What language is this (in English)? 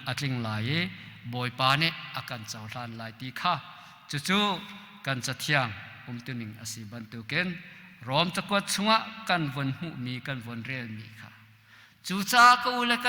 Hakha Chin